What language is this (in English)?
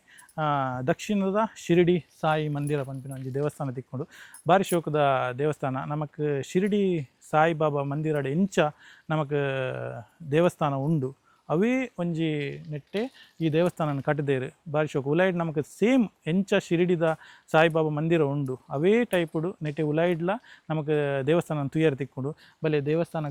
Tulu